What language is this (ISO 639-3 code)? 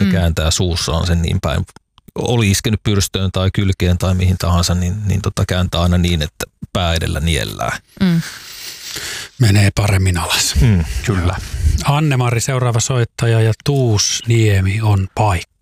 fin